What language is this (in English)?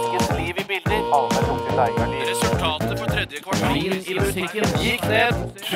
Norwegian